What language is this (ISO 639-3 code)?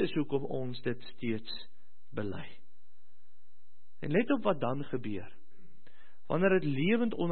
afr